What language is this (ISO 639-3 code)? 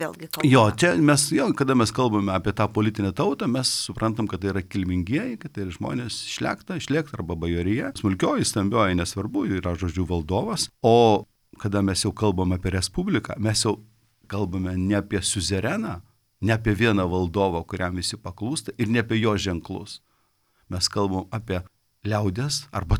lit